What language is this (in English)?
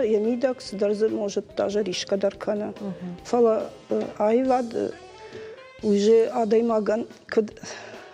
Ossetic